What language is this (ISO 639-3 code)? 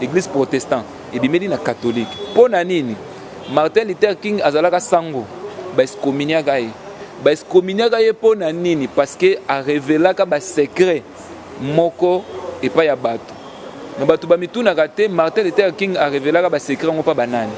lin